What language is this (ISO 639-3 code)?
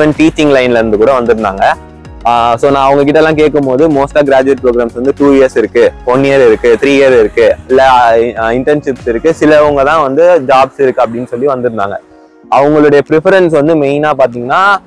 tam